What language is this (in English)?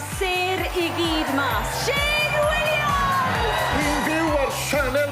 Welsh